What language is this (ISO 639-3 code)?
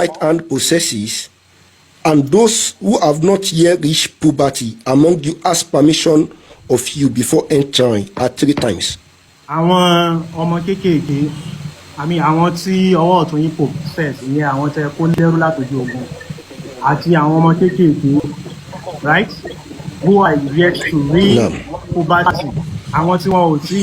yor